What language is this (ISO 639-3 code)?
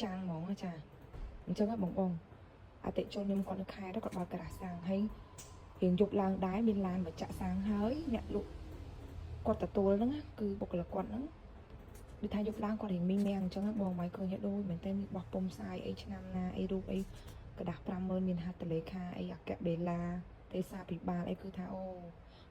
khm